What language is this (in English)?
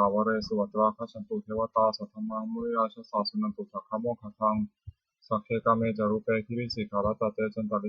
Pali